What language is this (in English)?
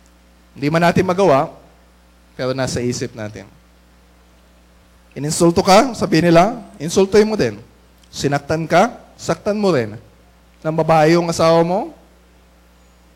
Filipino